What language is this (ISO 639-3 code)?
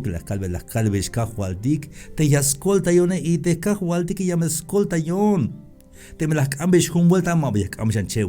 tzh